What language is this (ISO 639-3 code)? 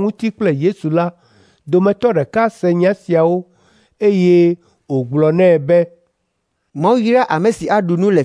ewe